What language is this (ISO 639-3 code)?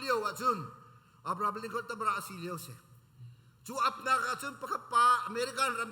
cnh